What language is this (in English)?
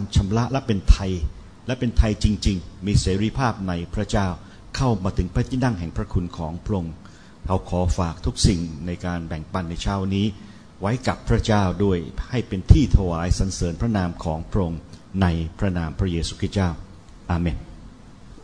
Thai